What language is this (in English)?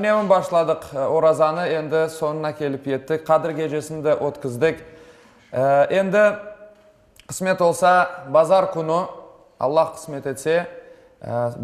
Crimean Tatar